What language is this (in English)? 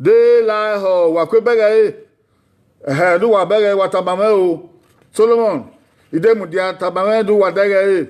Bini